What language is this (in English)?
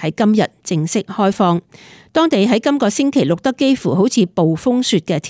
Cantonese